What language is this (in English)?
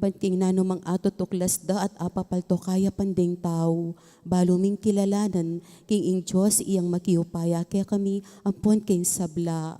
Pampanga